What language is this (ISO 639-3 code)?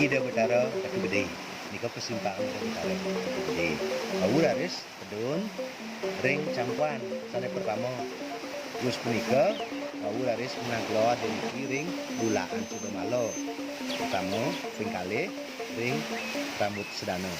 ban